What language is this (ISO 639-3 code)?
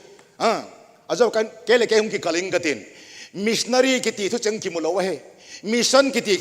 tcz